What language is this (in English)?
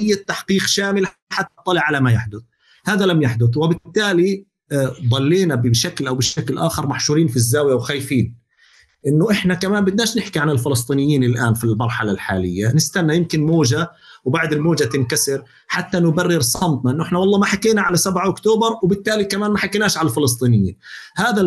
North Levantine Arabic